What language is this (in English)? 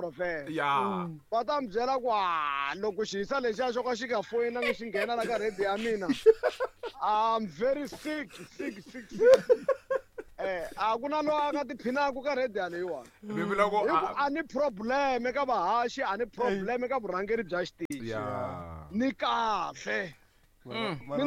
Tsonga